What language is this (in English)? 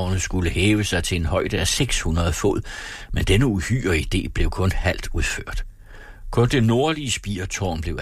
Danish